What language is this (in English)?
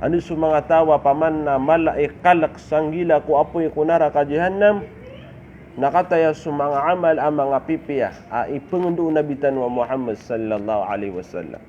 Maranao